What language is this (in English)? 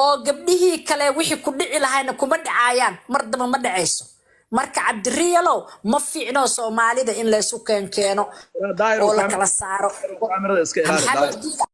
Somali